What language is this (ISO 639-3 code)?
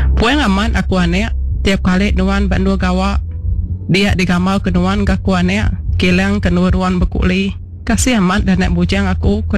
iba